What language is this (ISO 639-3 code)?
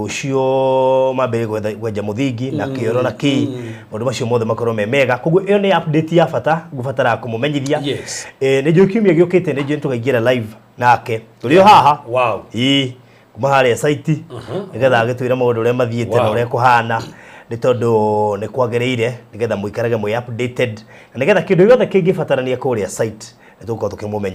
kik